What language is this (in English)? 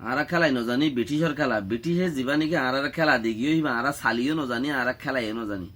Rohingya